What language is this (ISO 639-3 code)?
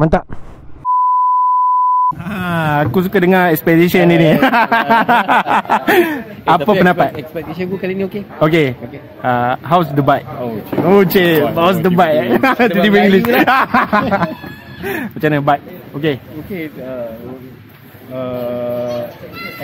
msa